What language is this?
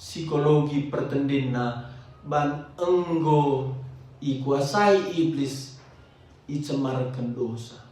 Batak Karo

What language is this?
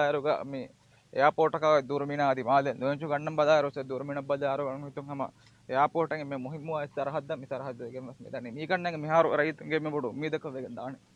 Divehi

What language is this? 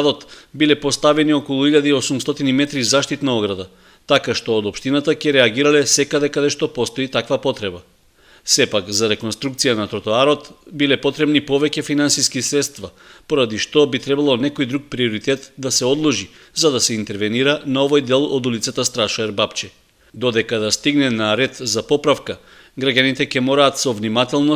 Macedonian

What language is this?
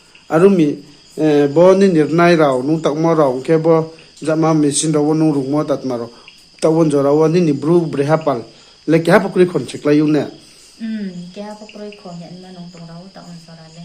Riang (India)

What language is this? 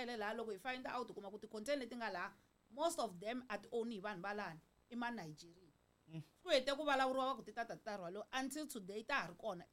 Tsonga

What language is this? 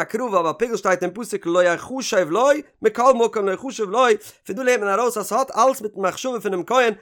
Yiddish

